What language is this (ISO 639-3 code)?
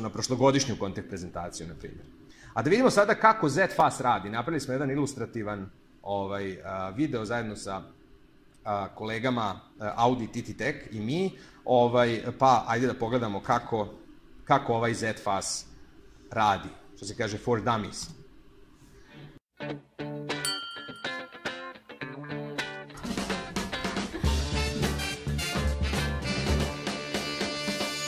srp